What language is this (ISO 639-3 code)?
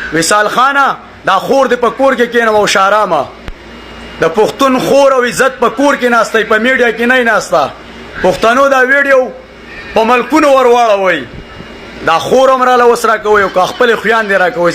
pus